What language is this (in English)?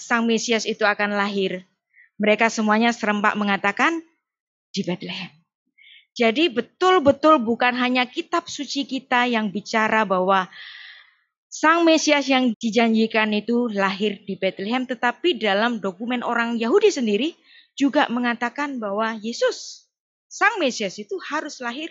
Indonesian